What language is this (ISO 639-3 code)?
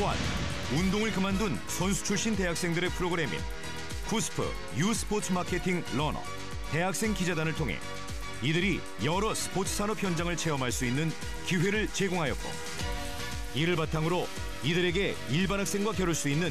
kor